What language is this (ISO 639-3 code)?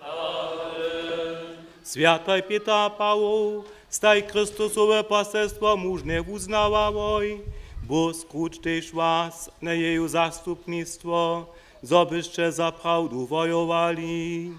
hsb